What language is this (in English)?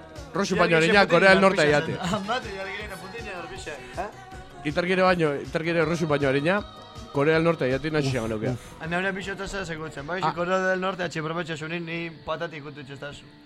Basque